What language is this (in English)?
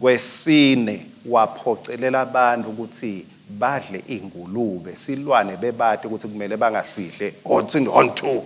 Swati